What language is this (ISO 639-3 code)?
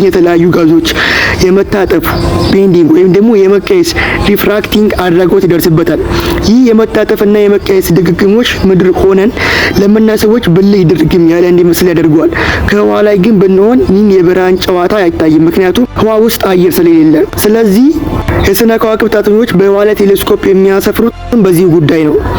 amh